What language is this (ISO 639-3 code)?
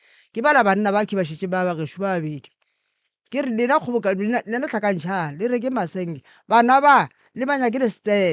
nso